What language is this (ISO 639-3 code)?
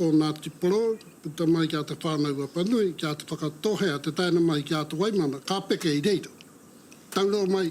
mri